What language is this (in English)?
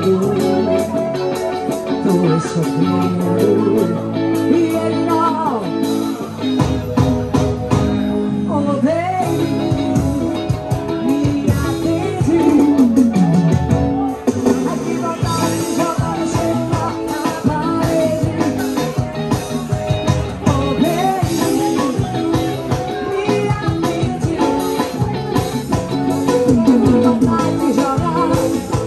Portuguese